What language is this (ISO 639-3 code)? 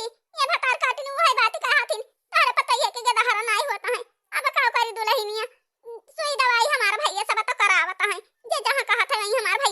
awa